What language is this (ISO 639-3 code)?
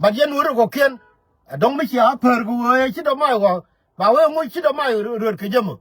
nus